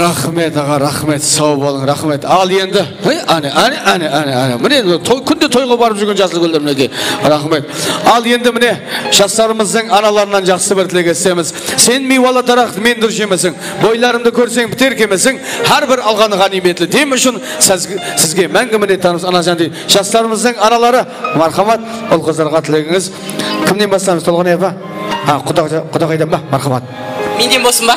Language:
Kara-Kalpak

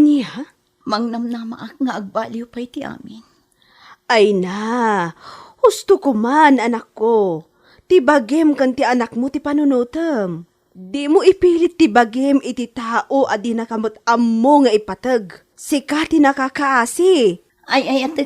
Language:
Iloko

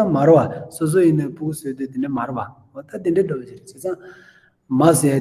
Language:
Tibetan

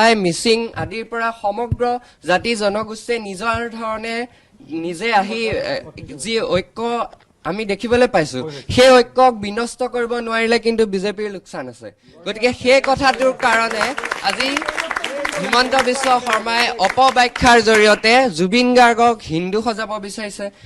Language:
Assamese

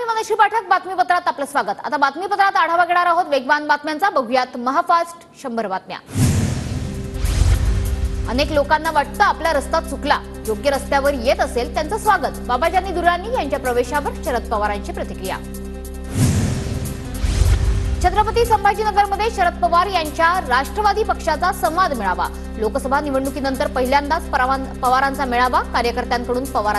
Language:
Marathi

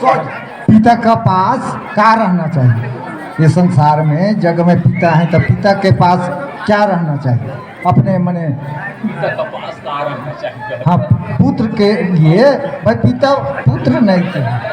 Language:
Surgujia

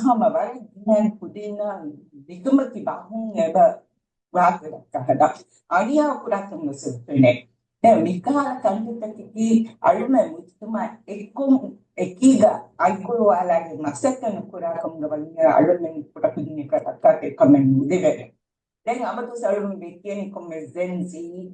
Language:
Divehi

